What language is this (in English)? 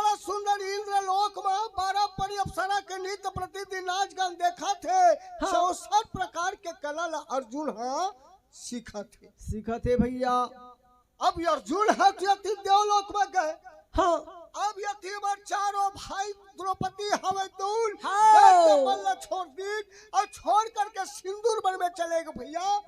Chhattisgarhi